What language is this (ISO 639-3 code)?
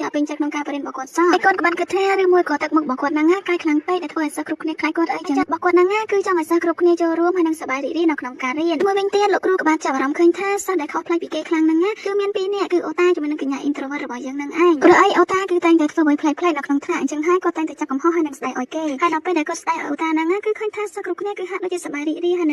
khm